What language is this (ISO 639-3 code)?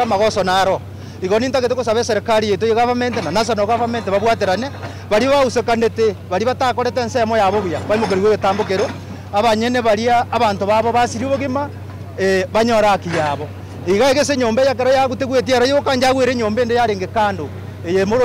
guz